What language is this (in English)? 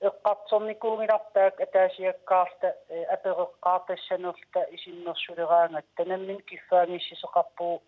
Kalaallisut